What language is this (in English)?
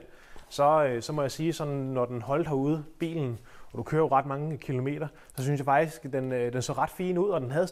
Danish